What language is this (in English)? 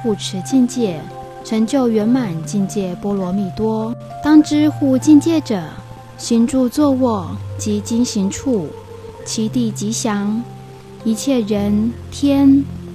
Chinese